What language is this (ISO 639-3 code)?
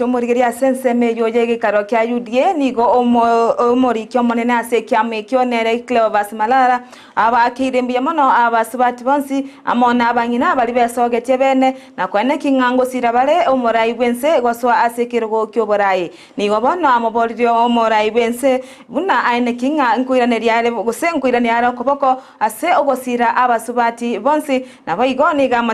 guz